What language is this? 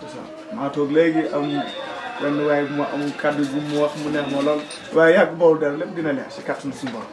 Wolof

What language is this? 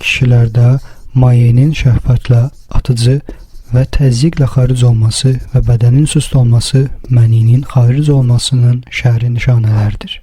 Azerbaijani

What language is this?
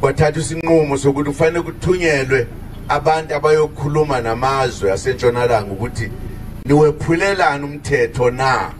Zulu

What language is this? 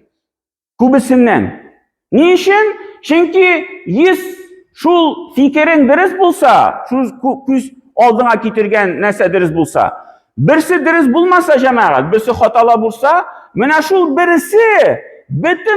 Tatar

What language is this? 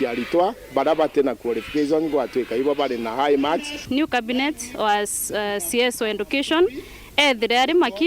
Meru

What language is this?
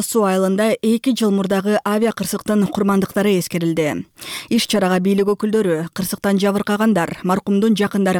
Kyrgyz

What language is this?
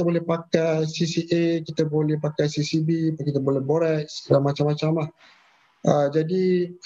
Malay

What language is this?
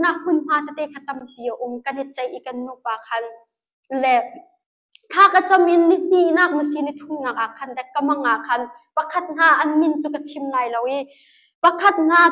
Hakha Chin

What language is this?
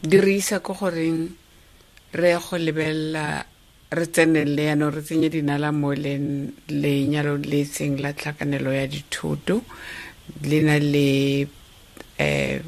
Tswana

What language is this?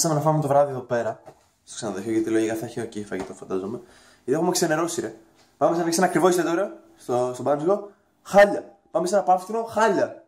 Greek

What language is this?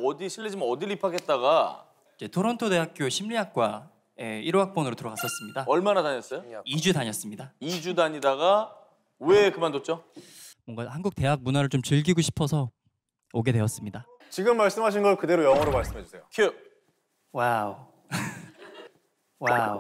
Korean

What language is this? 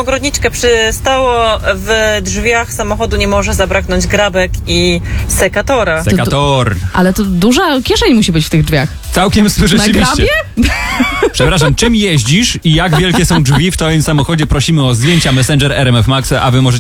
Polish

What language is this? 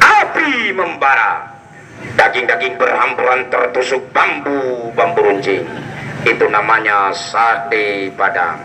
Achinese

